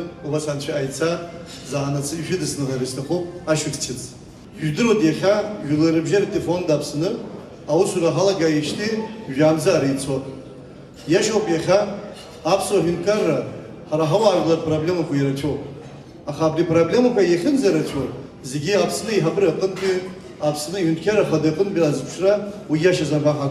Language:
Abkhazian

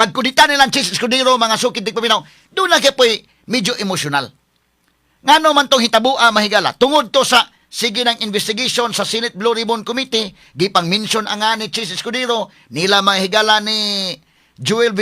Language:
Cebuano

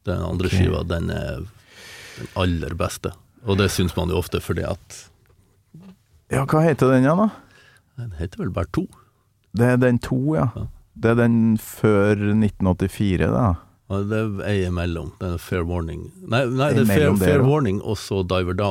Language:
Norwegian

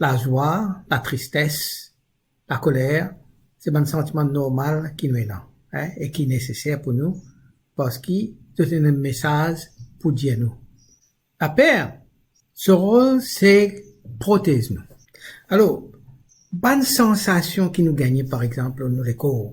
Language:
Morisyen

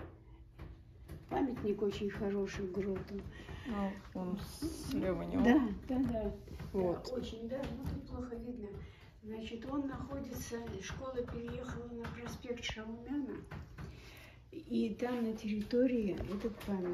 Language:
Russian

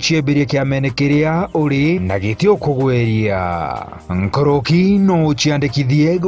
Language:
Meru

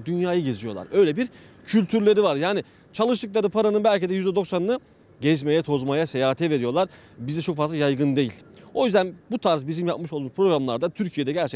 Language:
Turkish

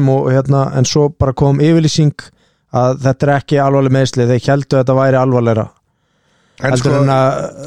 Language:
Icelandic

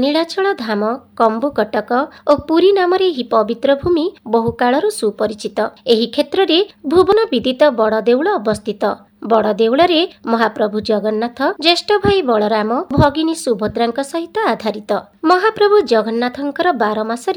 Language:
Odia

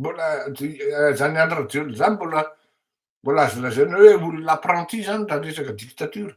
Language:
Malagasy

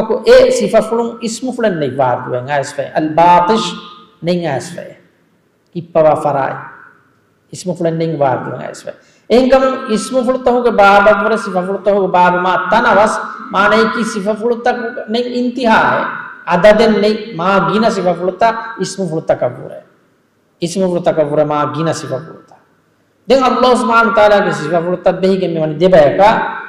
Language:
Divehi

